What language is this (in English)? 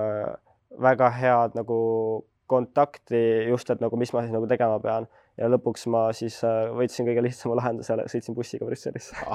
Estonian